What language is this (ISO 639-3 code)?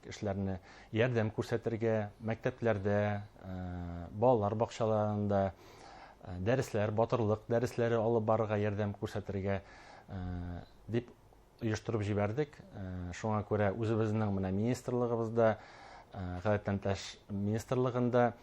bak